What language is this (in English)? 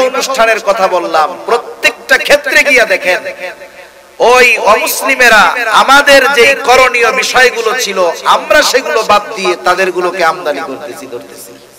Bangla